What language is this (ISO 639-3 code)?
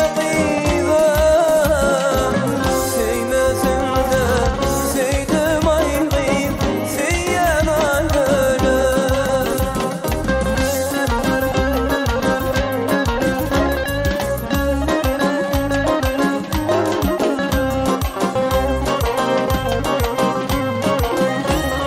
tur